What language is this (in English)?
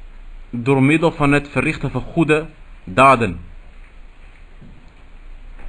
Dutch